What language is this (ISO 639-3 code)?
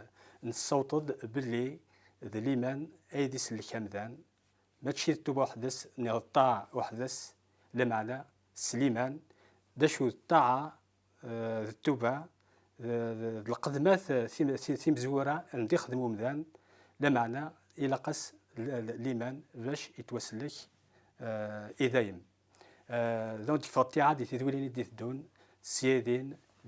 kab